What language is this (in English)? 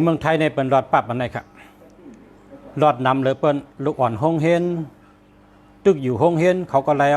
Shan